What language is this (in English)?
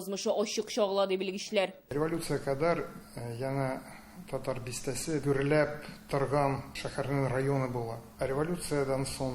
Tatar